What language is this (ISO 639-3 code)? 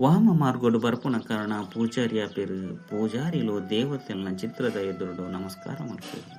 tcy